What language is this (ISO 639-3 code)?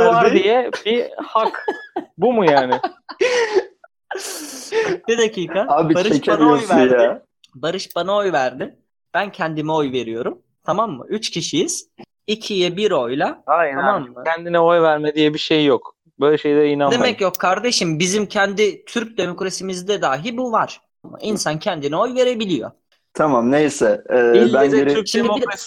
tur